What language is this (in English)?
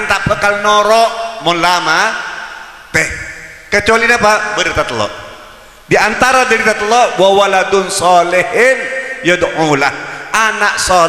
Madurese